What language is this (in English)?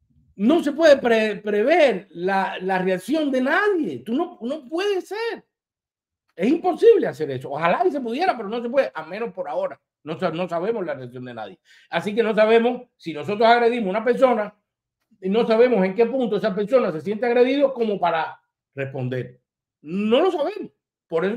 Spanish